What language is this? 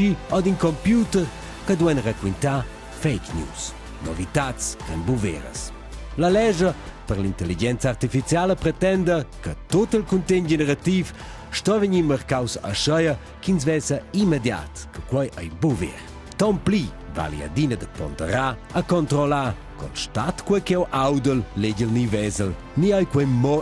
Romansh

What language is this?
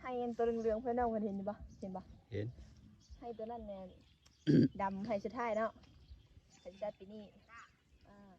Lao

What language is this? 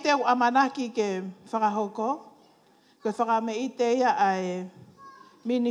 Tongan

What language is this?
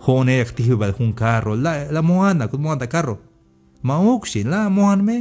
Tzeltal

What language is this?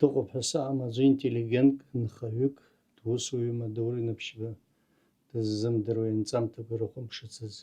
Abkhazian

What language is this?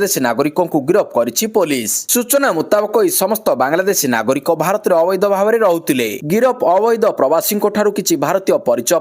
Odia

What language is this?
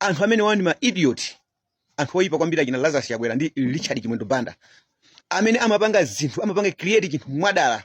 Nyanja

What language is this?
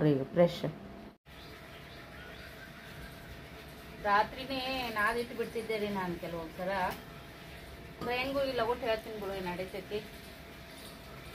Kannada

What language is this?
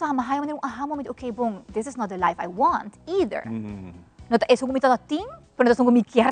Papiamento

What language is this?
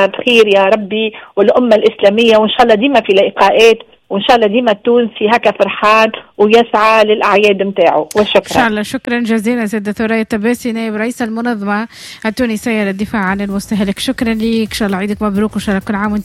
Tunisian Arabic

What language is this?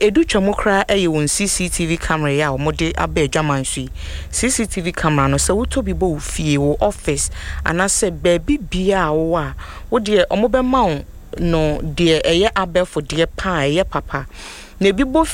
Akan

